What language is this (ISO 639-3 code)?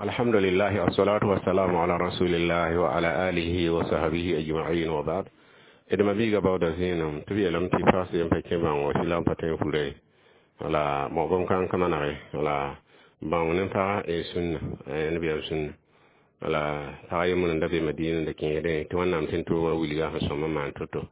mos